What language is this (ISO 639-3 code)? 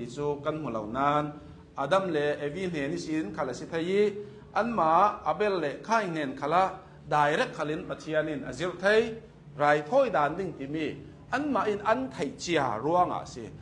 cnh